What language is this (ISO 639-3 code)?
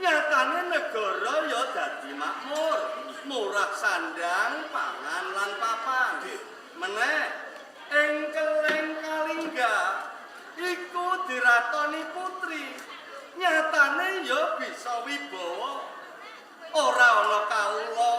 jav